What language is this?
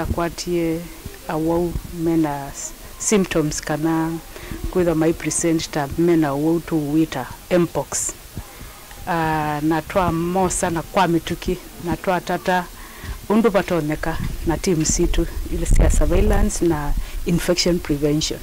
Kamba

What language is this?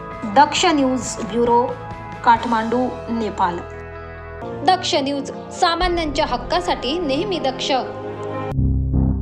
Marathi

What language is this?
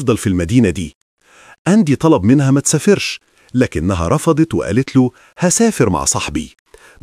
Egyptian Arabic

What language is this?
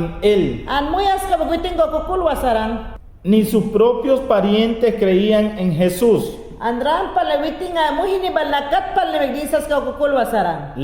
Mayangna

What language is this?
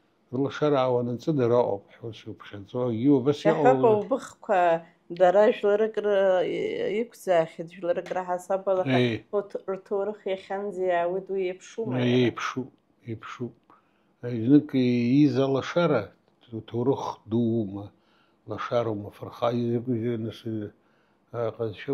Abkhazian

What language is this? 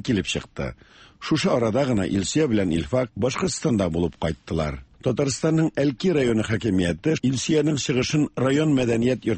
Tatar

